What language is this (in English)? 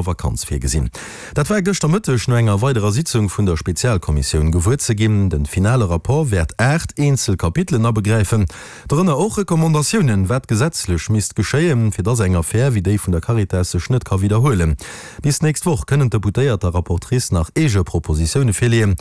Luxembourgish